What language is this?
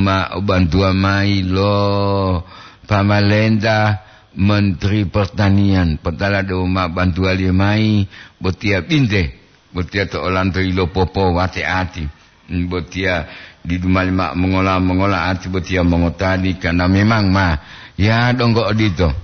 Gorontalo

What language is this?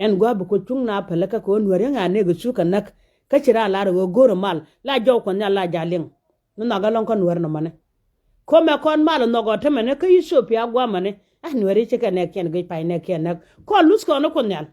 Nuer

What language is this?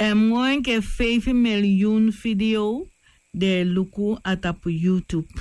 Sranan Tongo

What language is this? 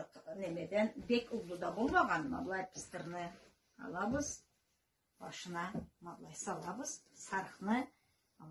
Karachay-Balkar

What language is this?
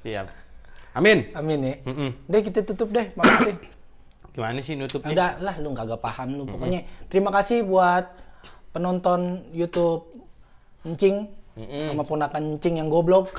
Betawi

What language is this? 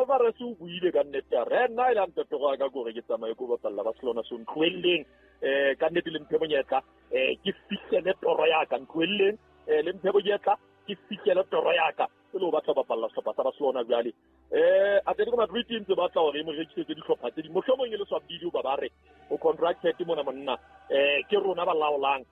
Southern Sotho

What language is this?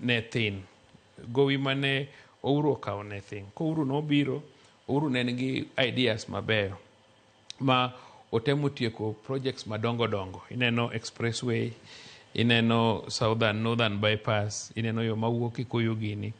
Luo (Kenya and Tanzania)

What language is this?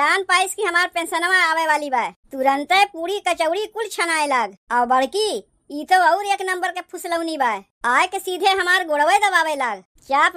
Awadhi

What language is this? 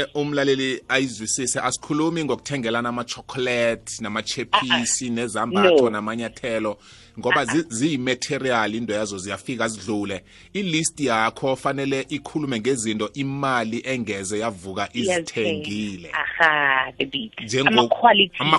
South Ndebele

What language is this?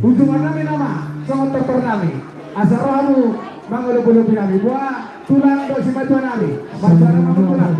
Batak Toba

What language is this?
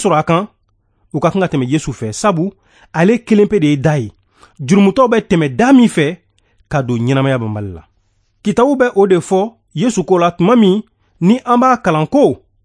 Bambara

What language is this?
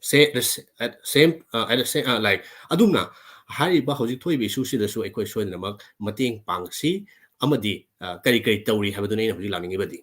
Manipuri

